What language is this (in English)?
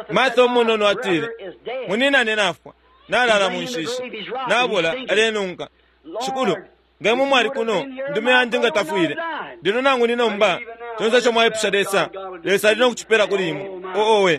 Bemba